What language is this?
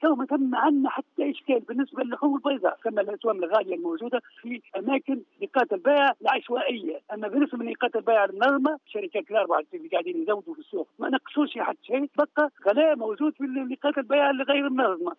Tunisian Arabic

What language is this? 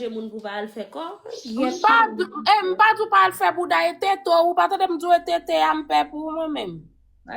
Haitian Creole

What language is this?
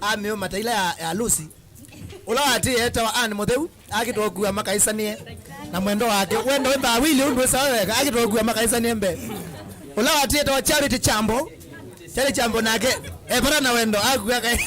Kamba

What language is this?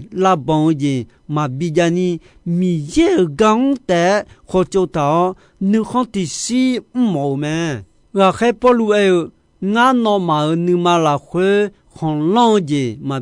Akha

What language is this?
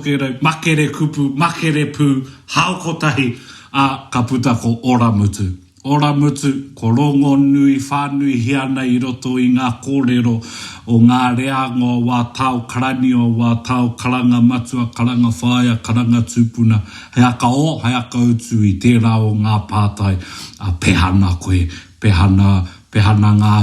Māori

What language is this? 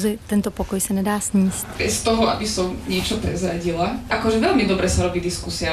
Slovak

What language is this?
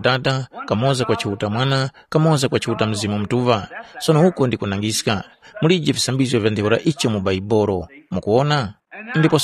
Tumbuka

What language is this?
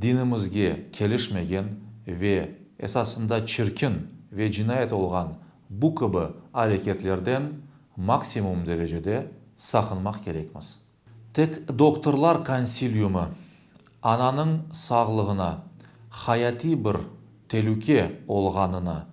Crimean Tatar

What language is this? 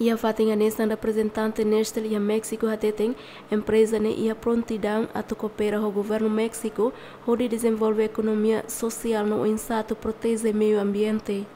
Tetum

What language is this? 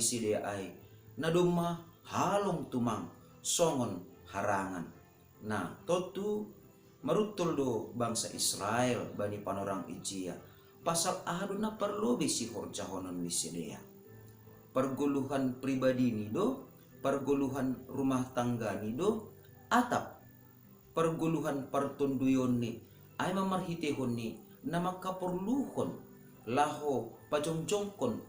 Batak Simalungun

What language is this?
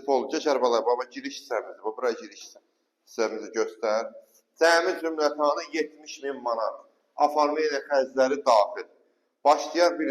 Azerbaijani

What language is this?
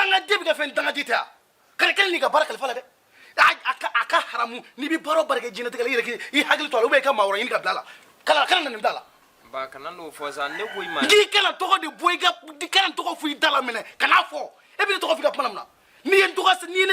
Bambara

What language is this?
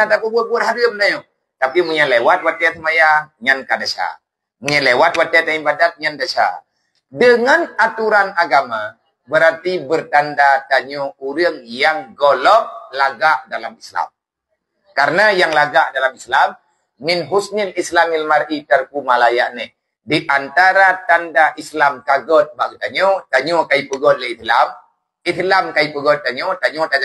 Achinese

